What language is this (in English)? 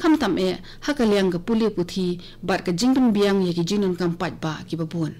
Khasi